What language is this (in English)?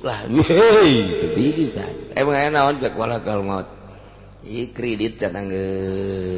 Sundanese